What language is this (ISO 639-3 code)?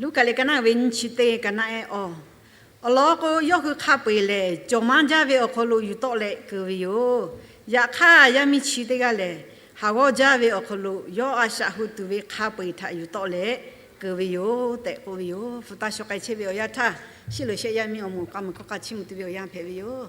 lhu